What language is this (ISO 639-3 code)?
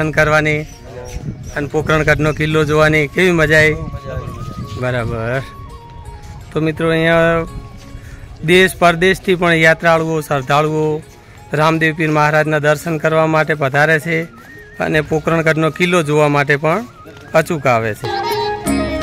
guj